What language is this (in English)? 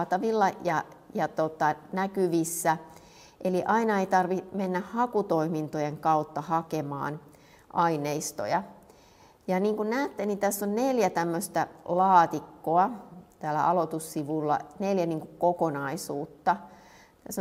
Finnish